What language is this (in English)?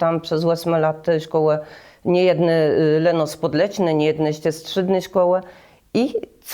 Kashubian